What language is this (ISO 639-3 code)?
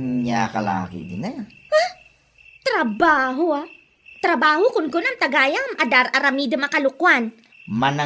ilo